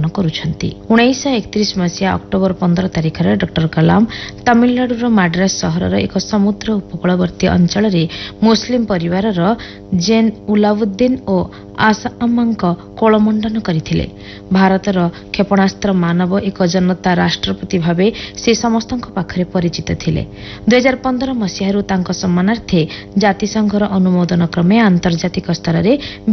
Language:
Odia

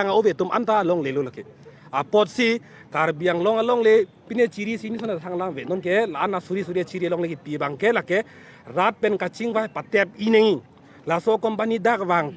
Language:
Karbi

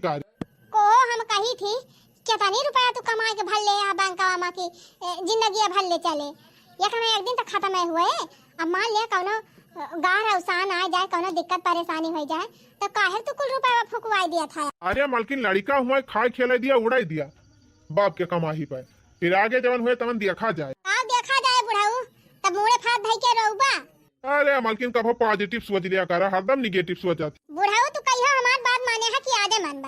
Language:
Awadhi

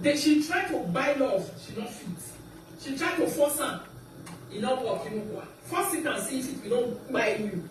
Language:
Nigerian Pidgin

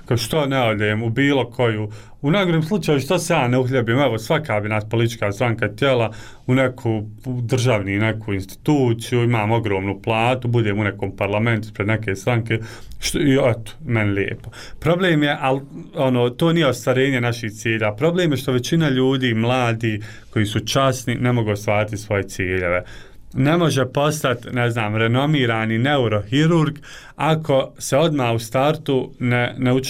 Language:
Bosnian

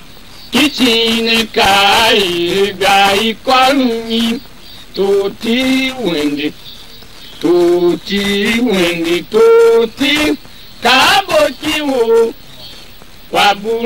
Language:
Tiv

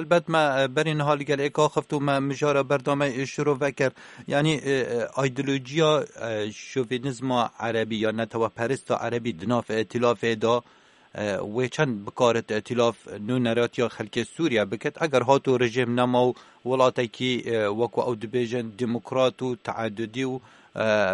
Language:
Kurdish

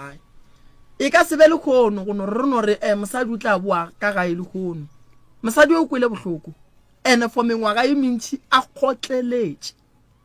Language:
Northern Sotho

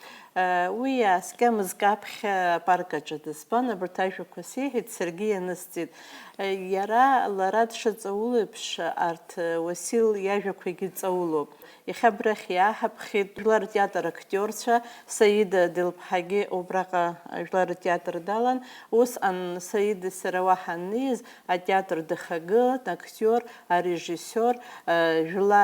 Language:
Abkhazian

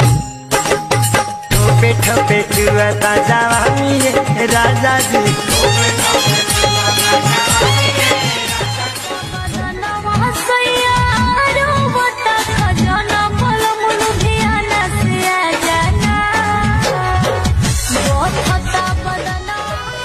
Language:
Bhojpuri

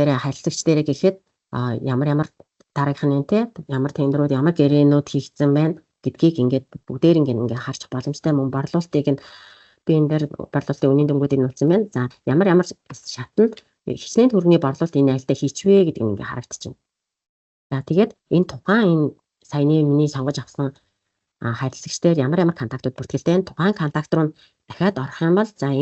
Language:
Mongolian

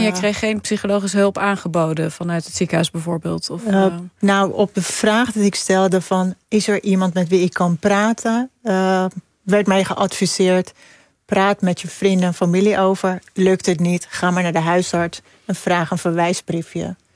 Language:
Dutch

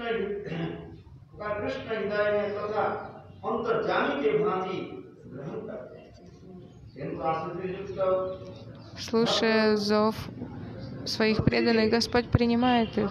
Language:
Russian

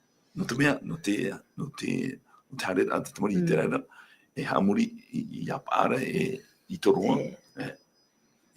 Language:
Tahitian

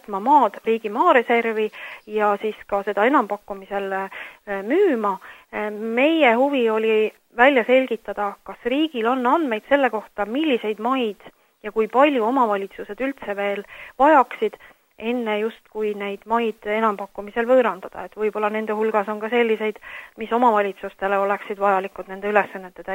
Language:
Estonian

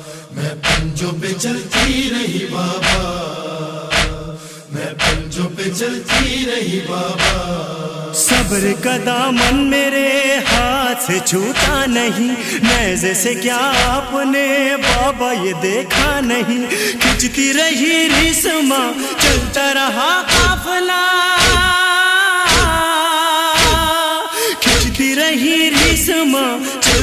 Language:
Urdu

